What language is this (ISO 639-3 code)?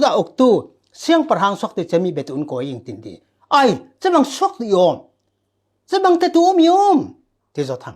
cfm